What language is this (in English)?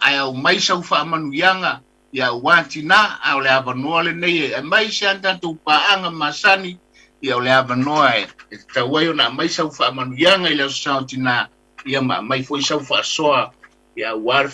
Samoan